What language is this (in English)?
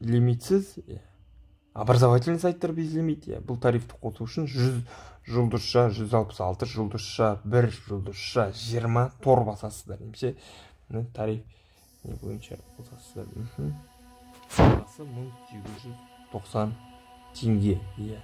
Kazakh